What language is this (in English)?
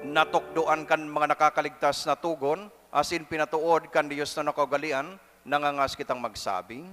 Bikol